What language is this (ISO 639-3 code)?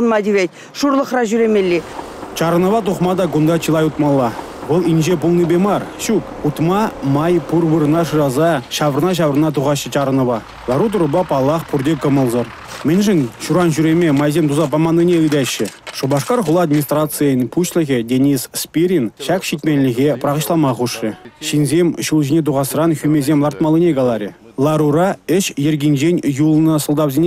chv